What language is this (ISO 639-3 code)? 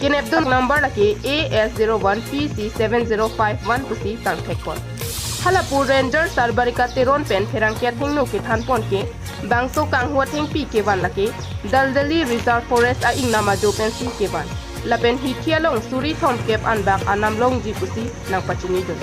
mjw